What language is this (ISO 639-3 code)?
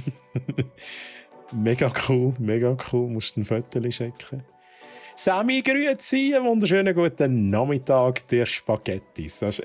gsw